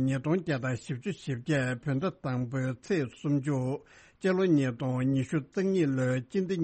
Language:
Tibetan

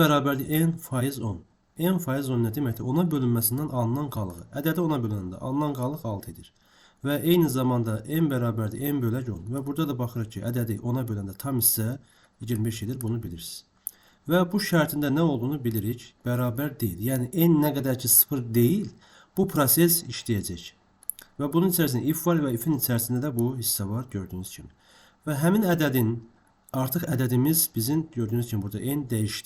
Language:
Azerbaijani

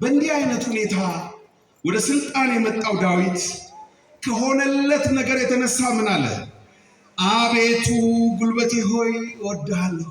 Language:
Amharic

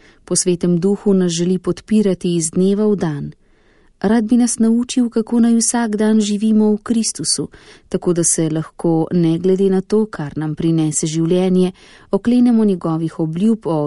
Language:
Slovenian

